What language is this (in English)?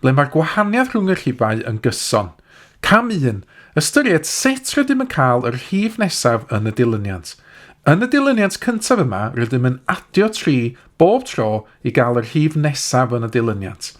Welsh